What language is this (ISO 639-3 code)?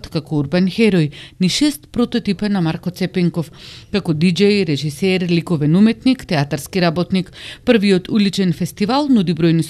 mkd